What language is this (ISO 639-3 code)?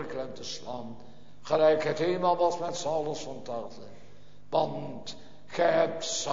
nld